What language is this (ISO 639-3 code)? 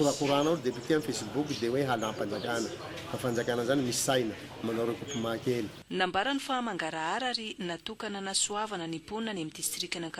mlg